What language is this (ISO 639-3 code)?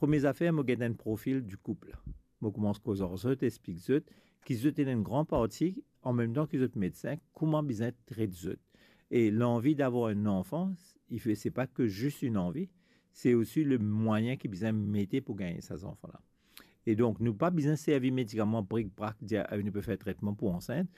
mfe